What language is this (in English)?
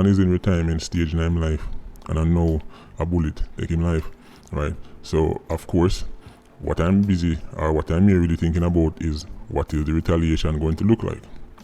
Jamaican Creole English